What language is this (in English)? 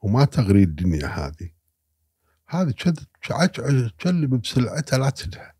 Gulf Arabic